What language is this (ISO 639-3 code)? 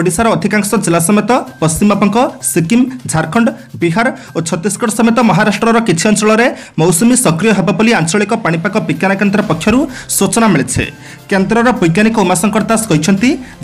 ori